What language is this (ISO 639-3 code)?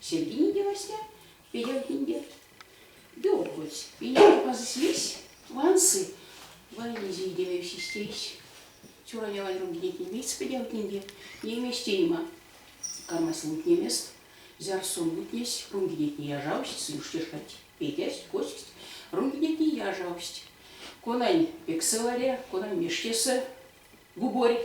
myv